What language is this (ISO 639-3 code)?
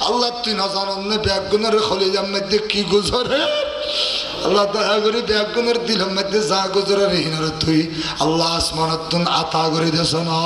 rhg